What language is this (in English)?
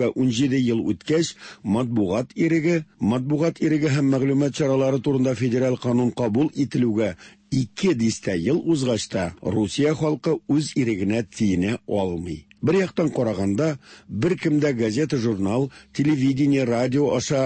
Tatar